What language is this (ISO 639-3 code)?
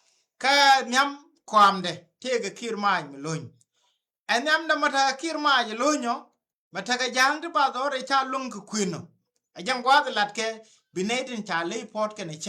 nus